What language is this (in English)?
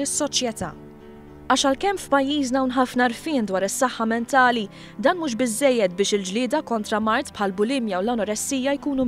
Maltese